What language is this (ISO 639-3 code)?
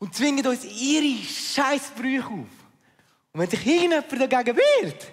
gsw